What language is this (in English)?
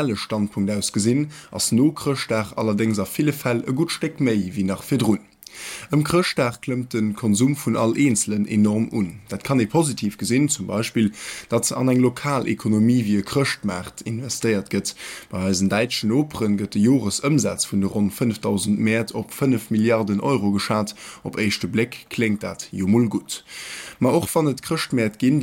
Luxembourgish